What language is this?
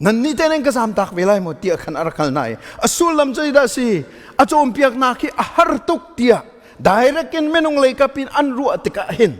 Hakha Chin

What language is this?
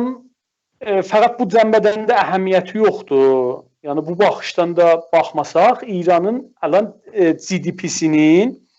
South Azerbaijani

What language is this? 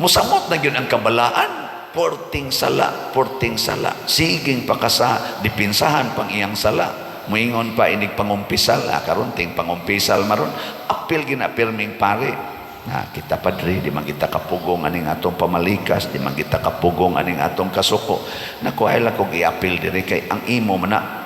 Cebuano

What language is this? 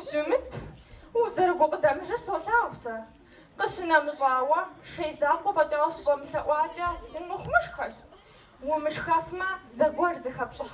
Kabardian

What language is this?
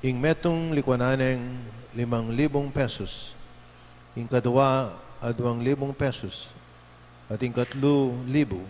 Pampanga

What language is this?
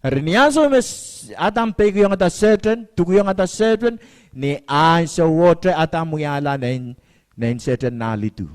Pohnpeian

